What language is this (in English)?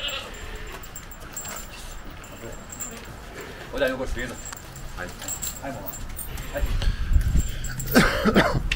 Bosnian